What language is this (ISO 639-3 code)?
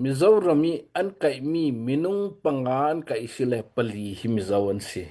cnh